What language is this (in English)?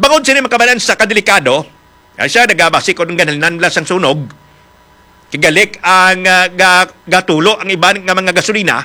Hiligaynon